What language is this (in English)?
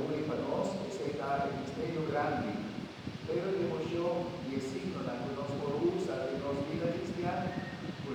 Papiamento